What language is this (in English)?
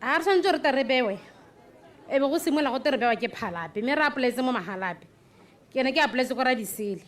Tswana